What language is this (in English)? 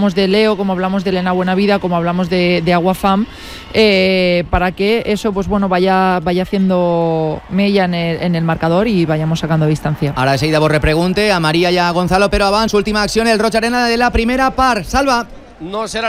Catalan